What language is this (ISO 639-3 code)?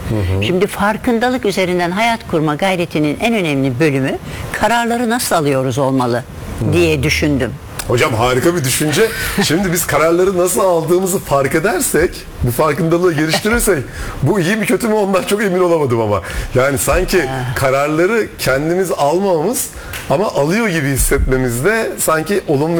tur